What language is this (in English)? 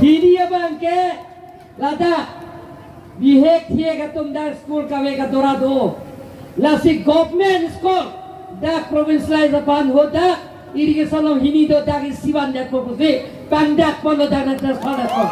Karbi